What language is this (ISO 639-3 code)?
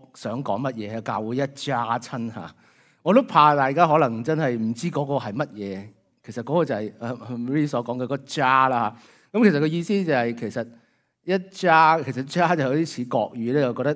yue